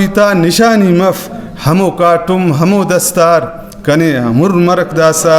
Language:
Brahui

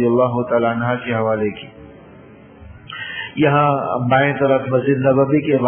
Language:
Urdu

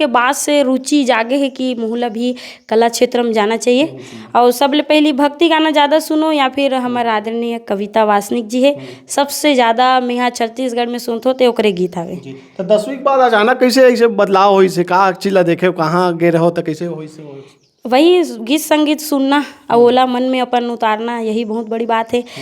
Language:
Chhattisgarhi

